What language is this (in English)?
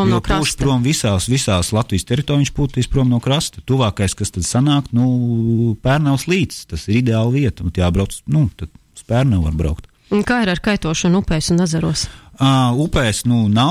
Latvian